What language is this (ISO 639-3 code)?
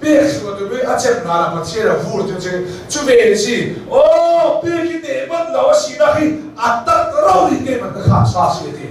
cnh